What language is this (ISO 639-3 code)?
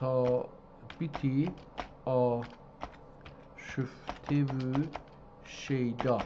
azb